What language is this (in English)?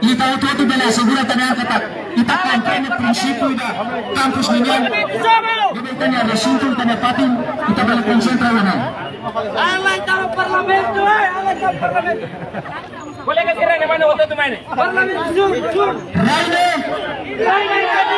Tetum